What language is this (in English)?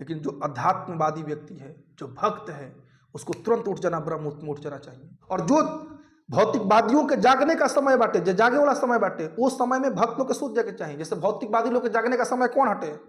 Bhojpuri